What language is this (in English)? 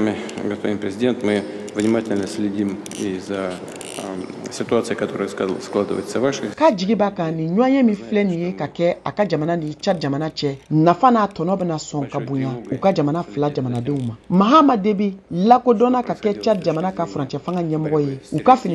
Bambara